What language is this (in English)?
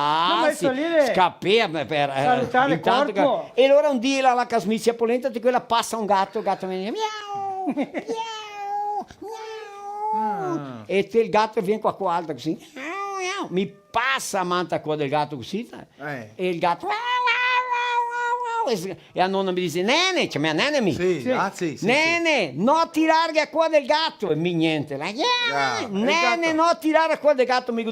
Venetian